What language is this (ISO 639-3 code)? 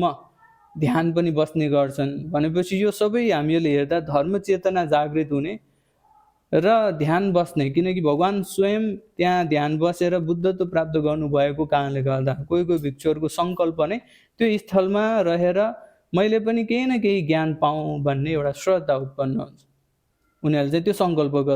nep